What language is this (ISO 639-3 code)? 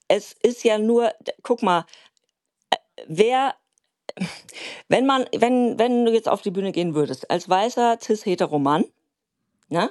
deu